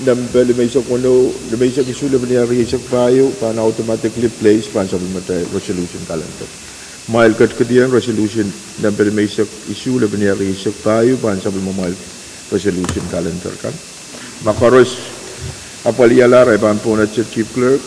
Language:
Pohnpeian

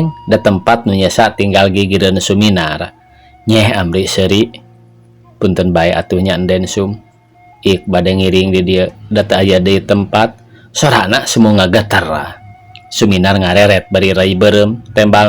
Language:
Sundanese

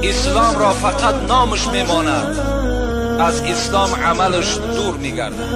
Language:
Tajik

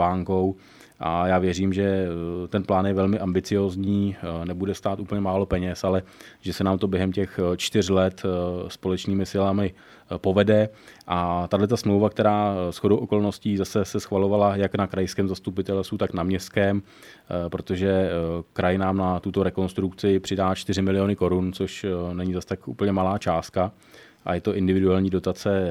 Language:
Czech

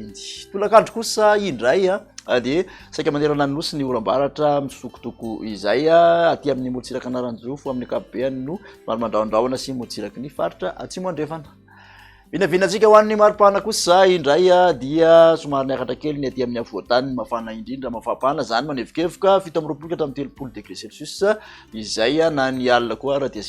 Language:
Malagasy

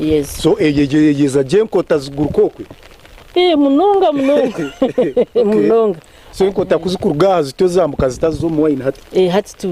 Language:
Nyankole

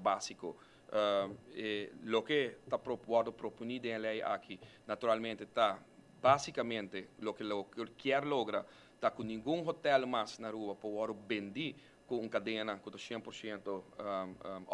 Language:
Papiamento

